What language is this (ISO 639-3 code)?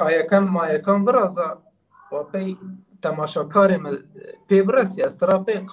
zza